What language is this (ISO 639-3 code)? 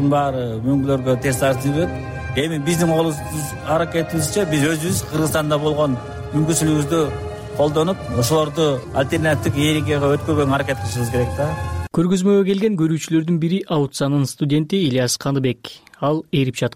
kir